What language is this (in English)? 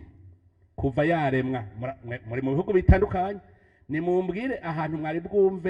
Rundi